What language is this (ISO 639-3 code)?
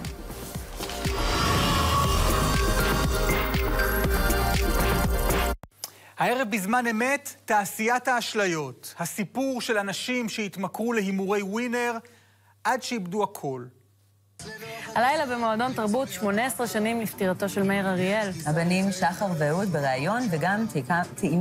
heb